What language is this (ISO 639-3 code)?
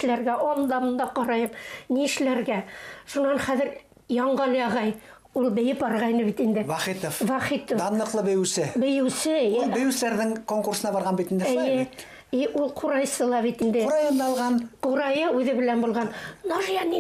bak